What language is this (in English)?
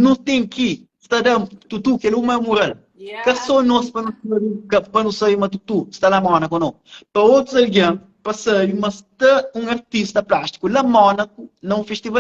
Kabuverdianu